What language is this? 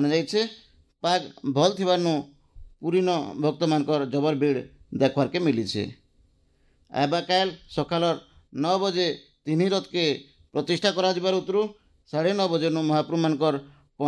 Odia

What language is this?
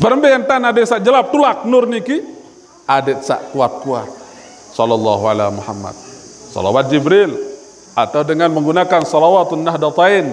Sasak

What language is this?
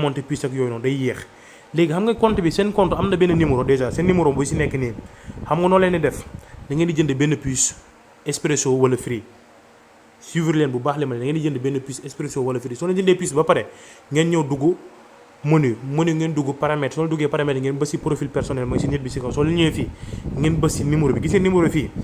Wolof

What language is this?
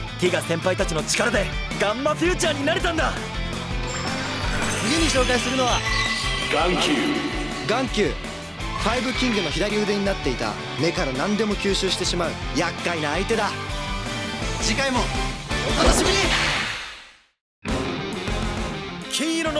Japanese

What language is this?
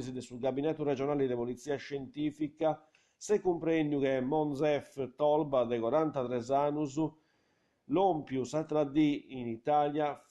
Sardinian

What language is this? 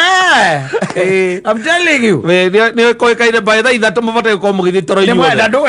Kikuyu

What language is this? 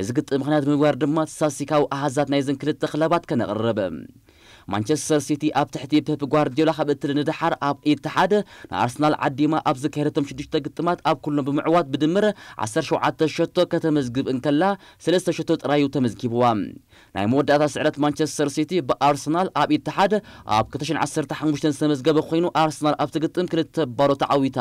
Tigrinya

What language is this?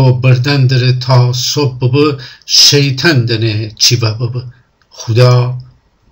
Gilaki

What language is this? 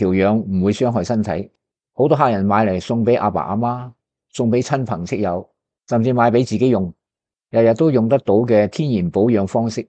Cantonese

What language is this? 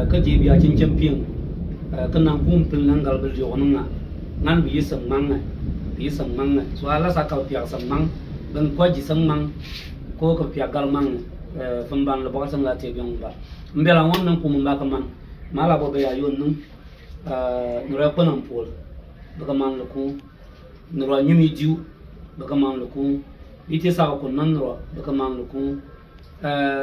Bimoba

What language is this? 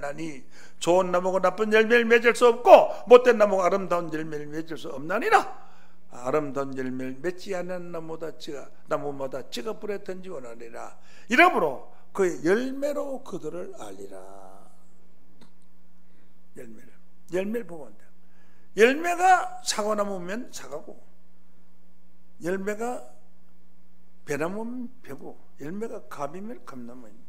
Korean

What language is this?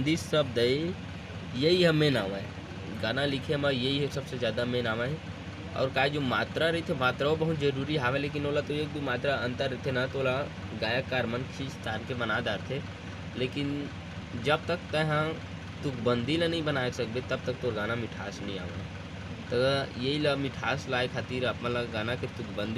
Chhattisgarhi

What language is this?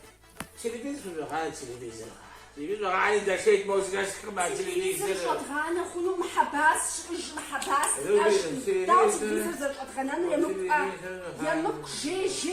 Kabardian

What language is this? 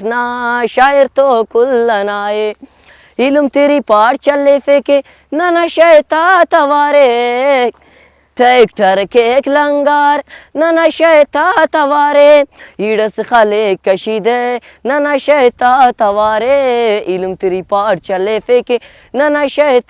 Brahui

